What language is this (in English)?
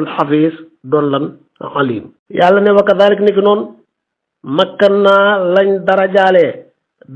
Wolof